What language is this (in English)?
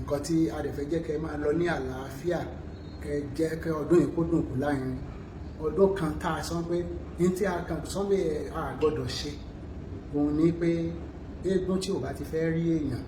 Yoruba